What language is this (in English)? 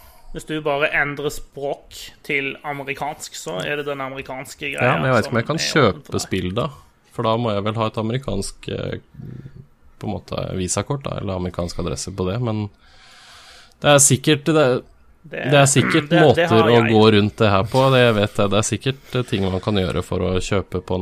Norwegian